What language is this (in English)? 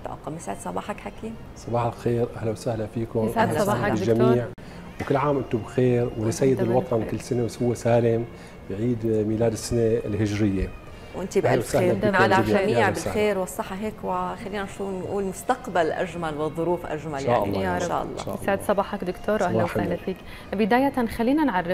North Levantine Arabic